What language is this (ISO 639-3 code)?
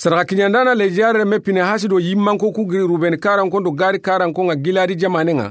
snk